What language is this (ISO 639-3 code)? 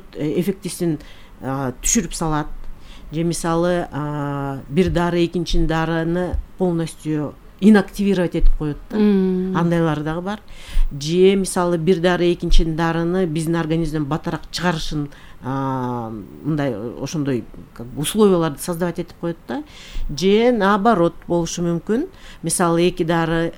kir